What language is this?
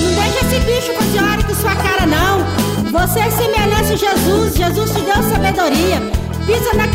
Portuguese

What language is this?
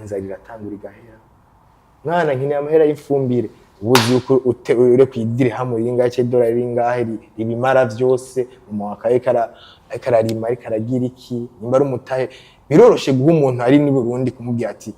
Rundi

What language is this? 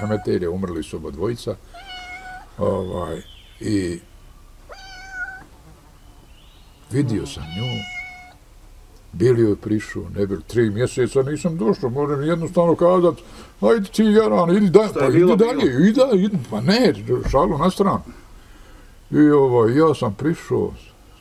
Bosnian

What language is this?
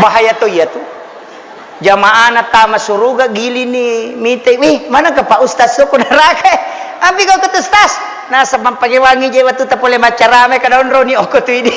Buginese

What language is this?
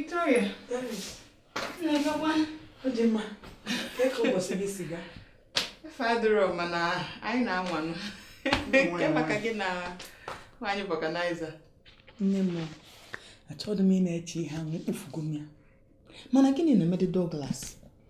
Igbo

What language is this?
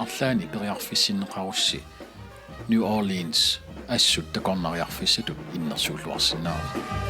Kalaallisut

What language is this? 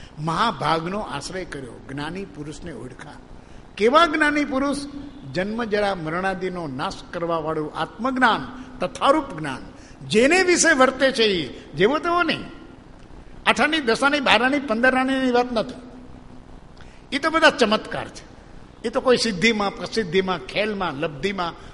Gujarati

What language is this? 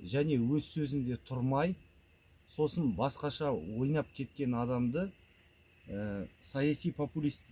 Kazakh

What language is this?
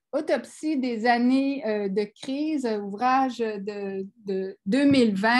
French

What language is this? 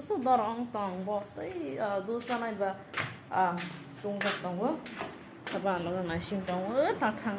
Kok Borok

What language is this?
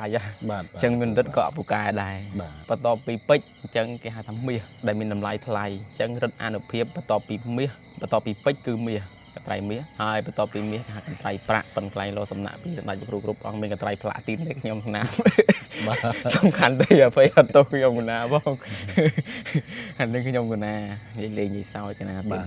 Khmer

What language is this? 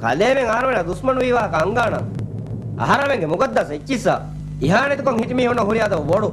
Divehi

